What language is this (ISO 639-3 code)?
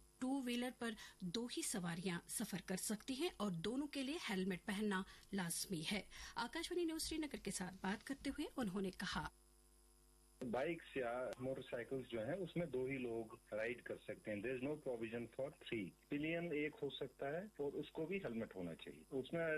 urd